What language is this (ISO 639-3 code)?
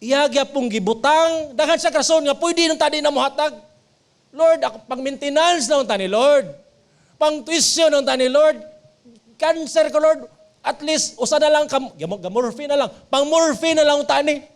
ceb